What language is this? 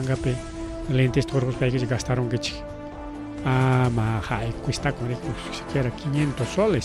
Ayacucho Quechua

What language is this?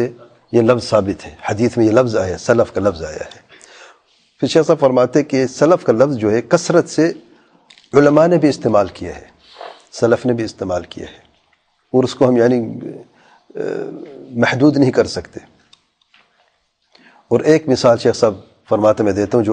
Urdu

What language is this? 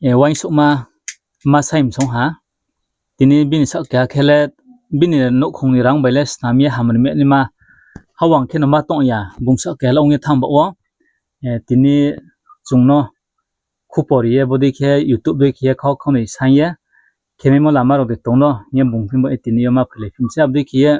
Riang (India)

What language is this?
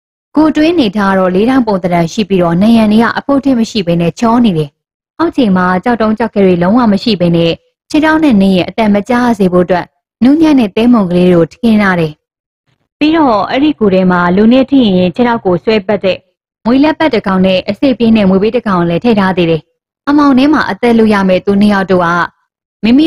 Burmese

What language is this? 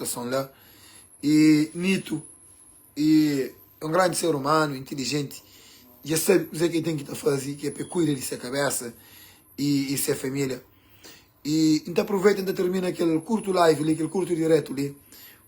Kabuverdianu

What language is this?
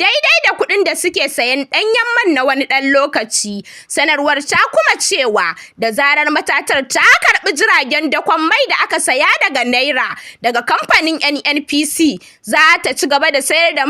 Hausa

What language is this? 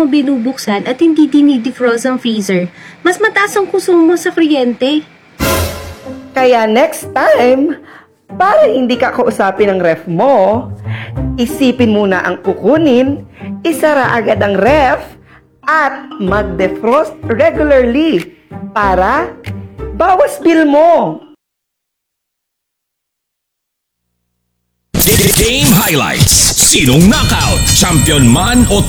Filipino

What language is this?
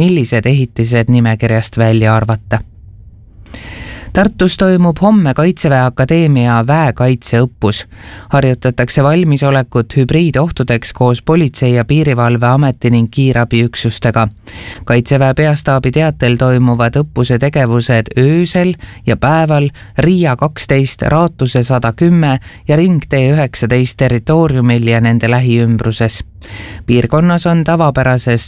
Estonian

